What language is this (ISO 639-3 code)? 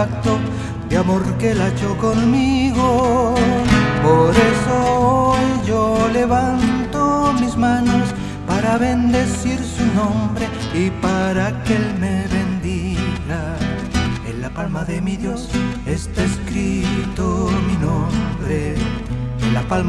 spa